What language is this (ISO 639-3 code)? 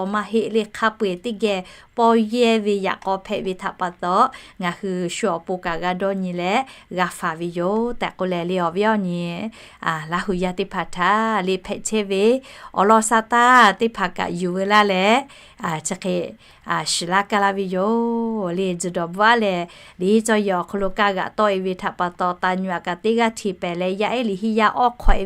lhu